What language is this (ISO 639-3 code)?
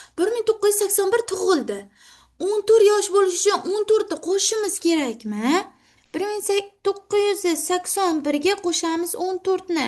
uzb